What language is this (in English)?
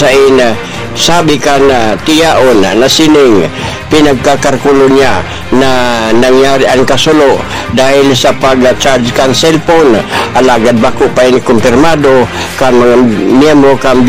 Bikol